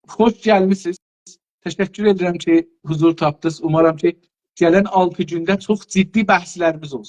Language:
South Azerbaijani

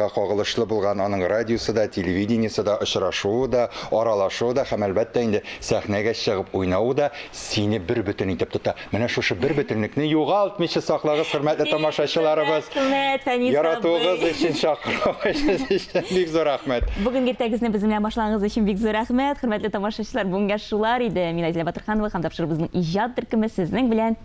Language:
Tatar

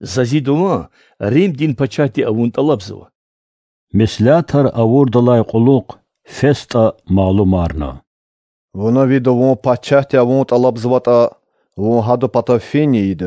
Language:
Lezghian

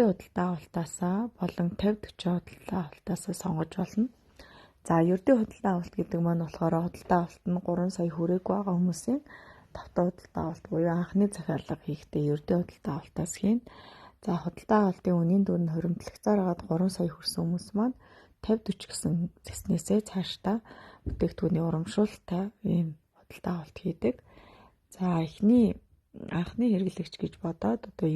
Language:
Mongolian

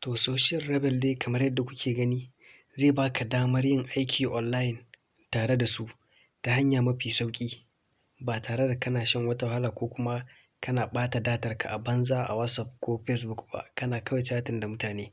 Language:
Hausa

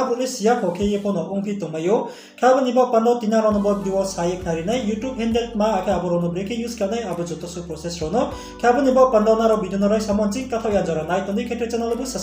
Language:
Riang (India)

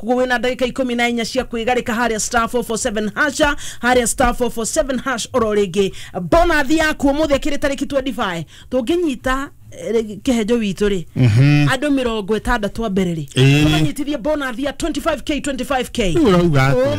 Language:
Kikuyu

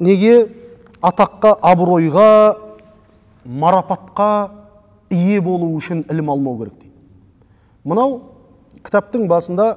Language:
Kazakh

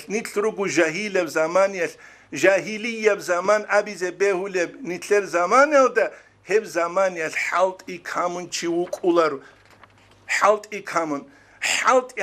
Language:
Avaric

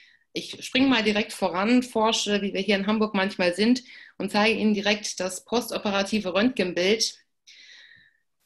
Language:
German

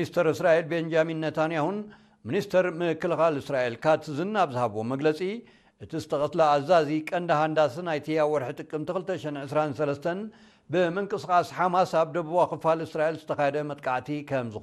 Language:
Tigrinya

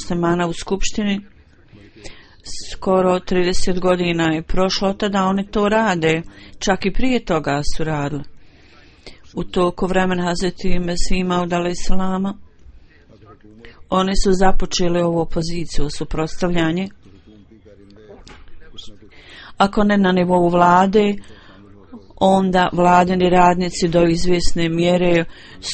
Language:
Bosnian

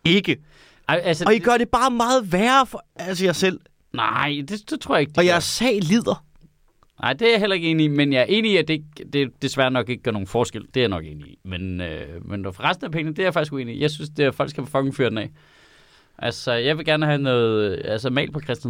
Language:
Danish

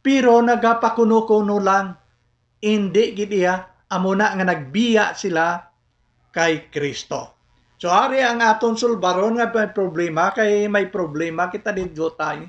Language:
Hiligaynon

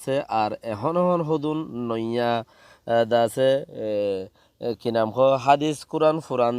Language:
Rohingya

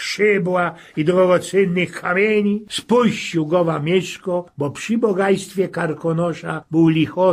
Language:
Silesian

